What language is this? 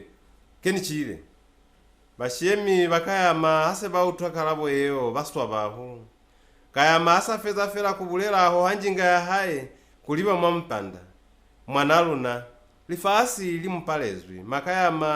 Lozi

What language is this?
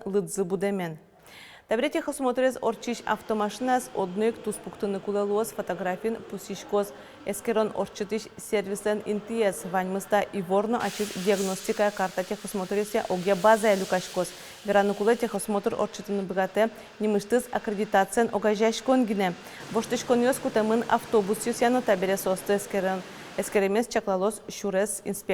Udmurt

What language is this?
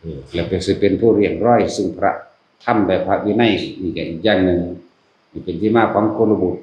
Northeastern Thai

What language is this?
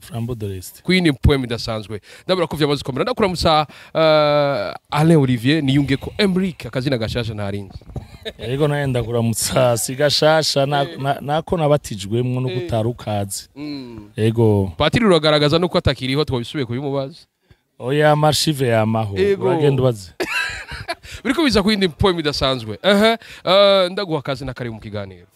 Rundi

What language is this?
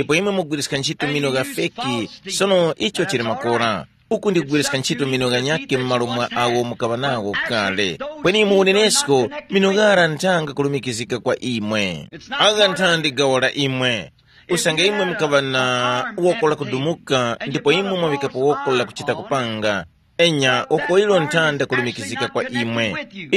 Tumbuka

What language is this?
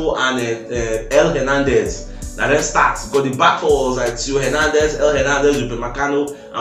Nigerian Pidgin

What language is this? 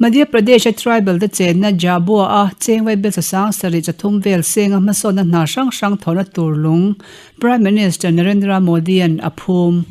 Mizo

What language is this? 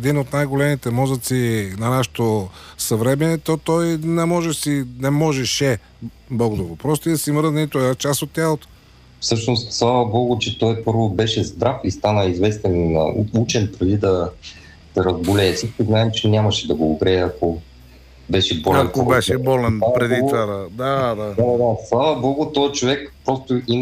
Bulgarian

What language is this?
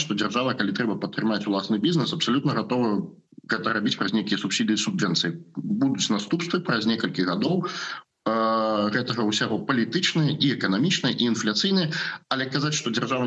Belarusian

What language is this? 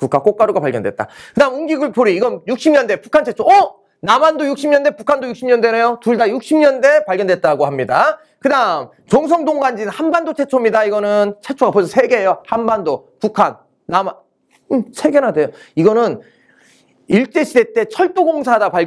Korean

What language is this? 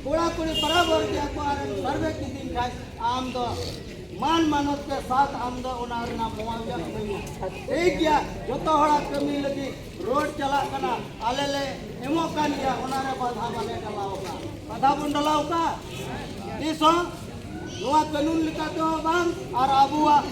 Santali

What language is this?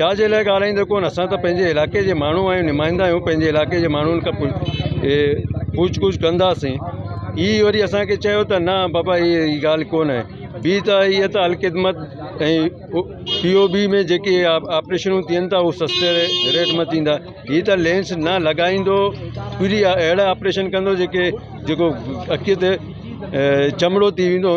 Sindhi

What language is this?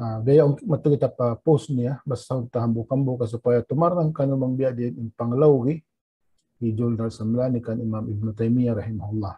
Tausug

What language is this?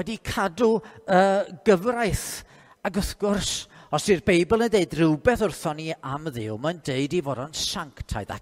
Welsh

